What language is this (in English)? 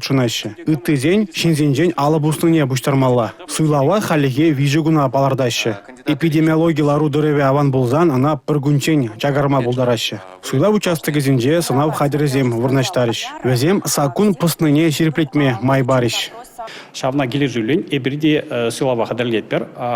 Chuvash